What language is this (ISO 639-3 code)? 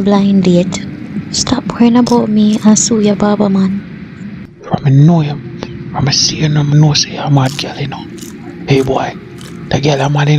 jam